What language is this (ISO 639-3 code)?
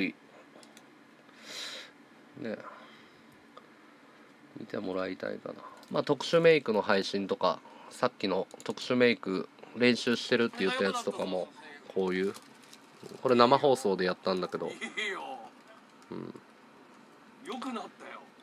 jpn